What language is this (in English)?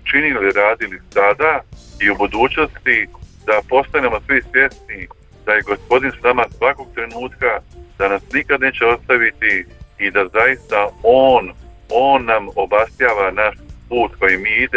Croatian